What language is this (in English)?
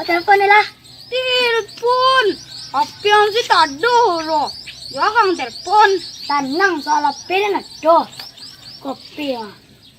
Minangkabau